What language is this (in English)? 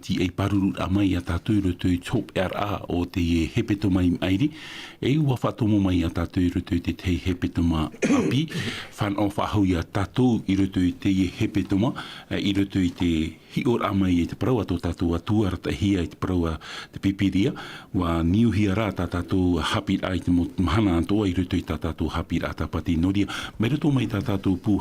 Tahitian